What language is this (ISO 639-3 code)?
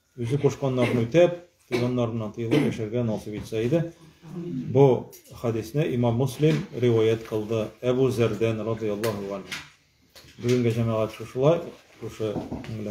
tat